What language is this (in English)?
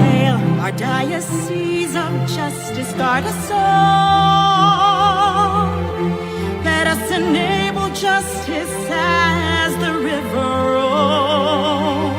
Pampanga